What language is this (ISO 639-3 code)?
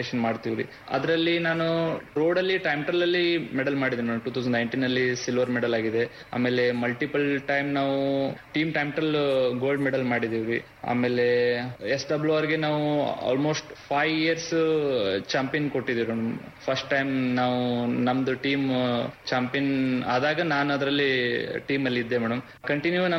kan